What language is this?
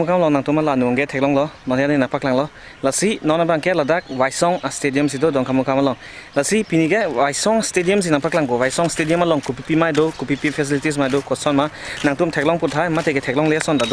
Karbi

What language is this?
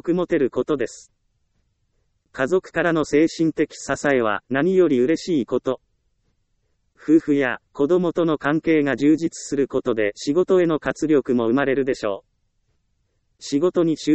Japanese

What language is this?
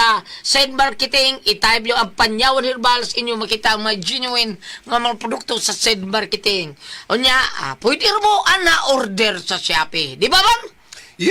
Cebuano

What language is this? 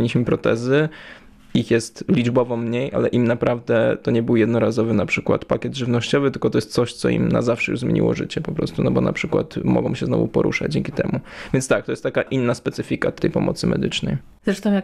Polish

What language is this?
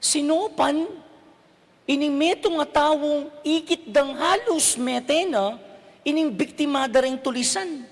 Pampanga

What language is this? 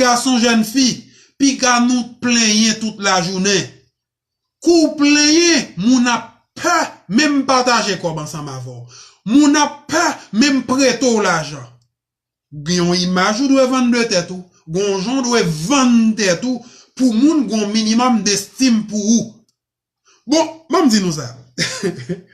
Haitian Creole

